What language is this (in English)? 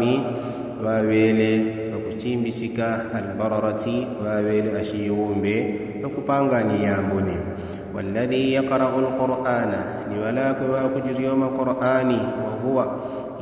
Yao